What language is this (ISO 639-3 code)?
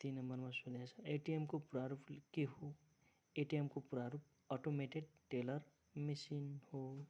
nep